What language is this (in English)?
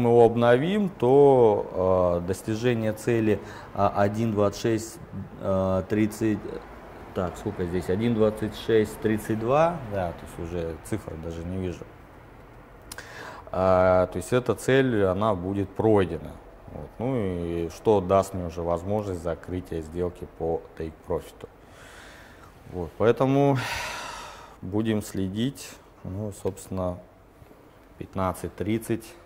Russian